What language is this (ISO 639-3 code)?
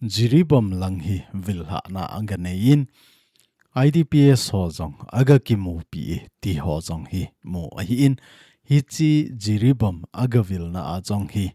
tcz